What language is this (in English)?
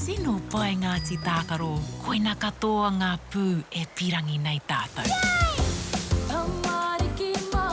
Māori